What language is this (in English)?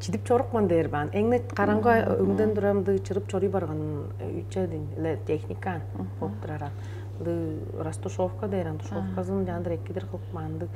Tuvinian